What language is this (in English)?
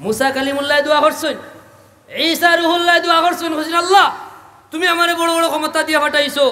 Sylheti